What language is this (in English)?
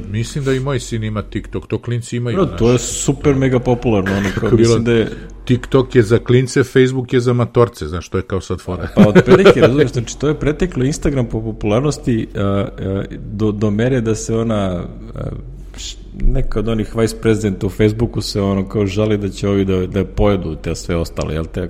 Serbian